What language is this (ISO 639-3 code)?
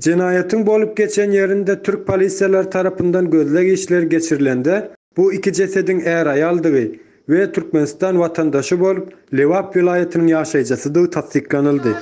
tuk